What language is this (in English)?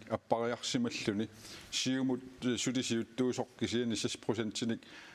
Kalaallisut